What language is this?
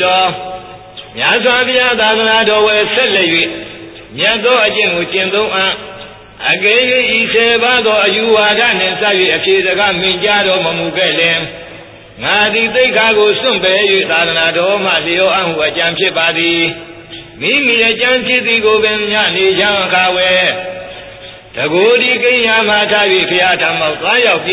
Burmese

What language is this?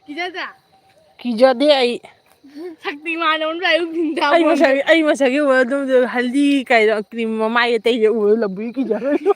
Manipuri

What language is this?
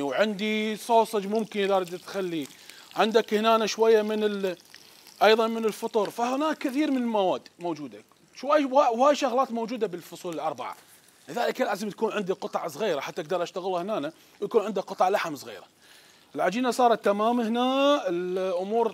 Mesopotamian Arabic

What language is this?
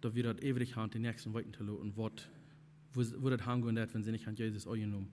Plautdietsch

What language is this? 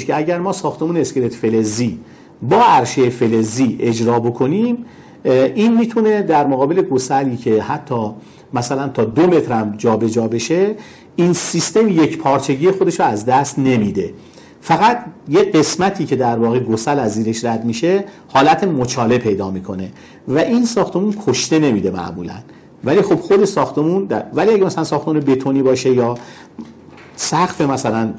Persian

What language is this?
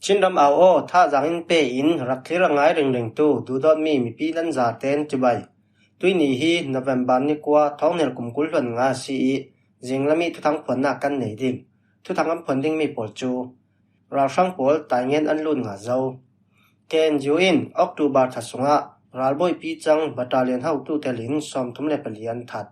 Falam Chin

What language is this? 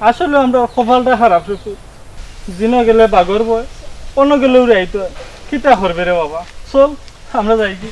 Sylheti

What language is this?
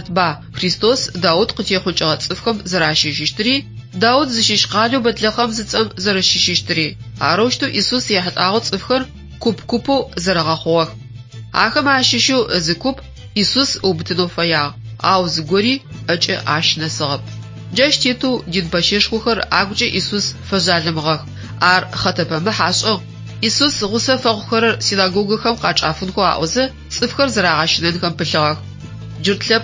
Adyghe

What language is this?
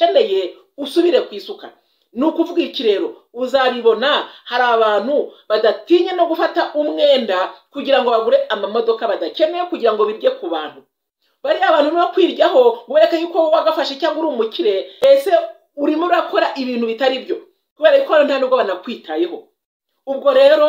Kinyarwanda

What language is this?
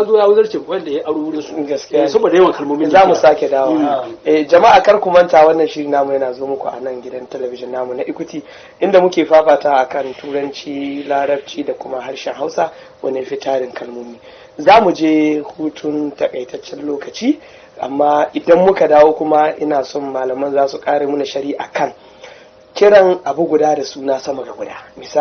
Hausa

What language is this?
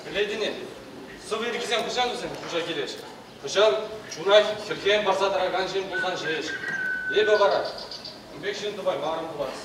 Chuvash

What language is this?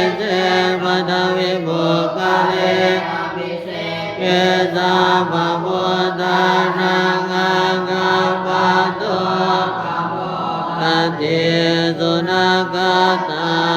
Pali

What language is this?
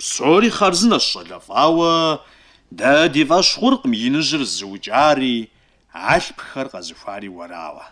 Kabardian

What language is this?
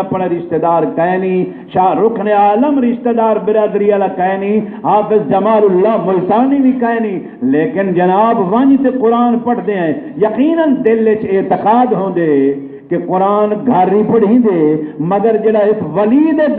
Saraiki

